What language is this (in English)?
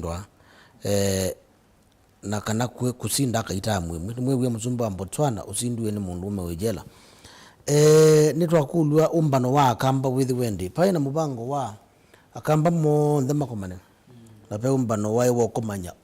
Kamba